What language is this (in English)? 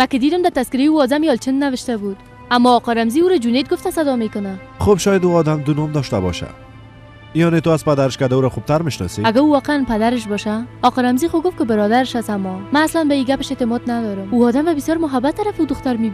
Persian